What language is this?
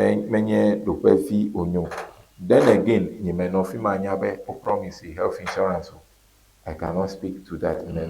Ewe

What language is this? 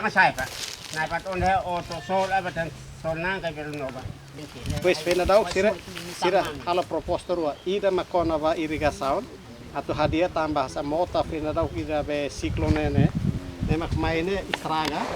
Tetum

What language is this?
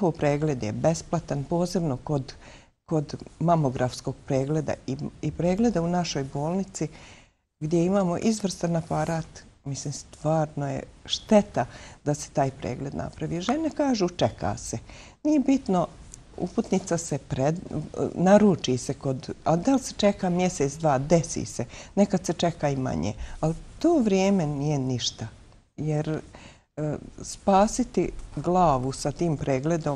Bosnian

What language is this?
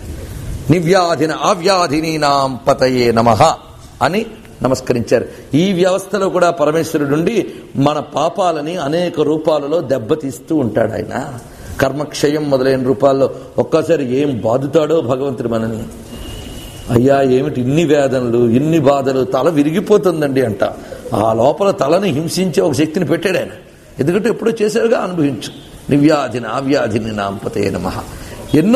Telugu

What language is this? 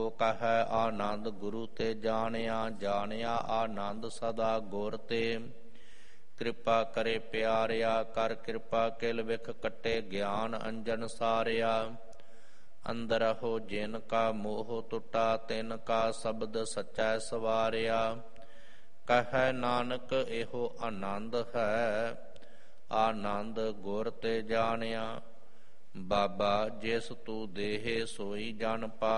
Punjabi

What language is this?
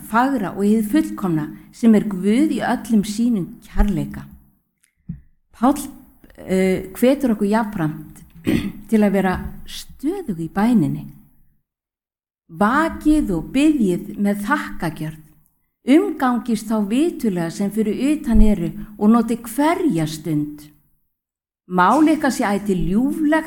Icelandic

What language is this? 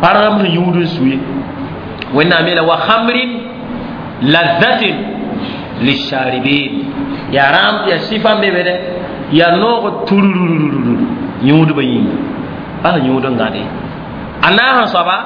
Mossi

